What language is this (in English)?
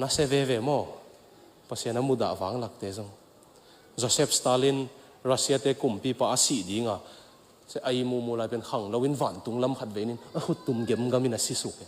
Tedim Chin